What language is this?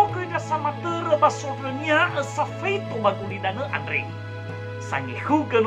Nias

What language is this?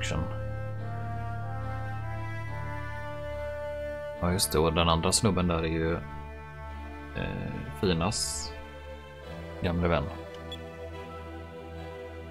Swedish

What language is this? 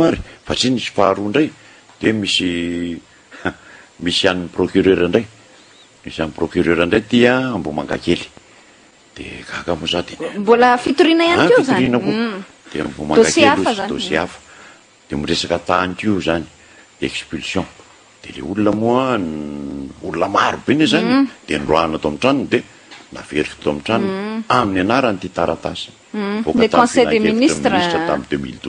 Malagasy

